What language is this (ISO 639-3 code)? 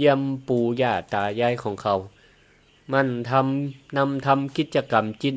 nod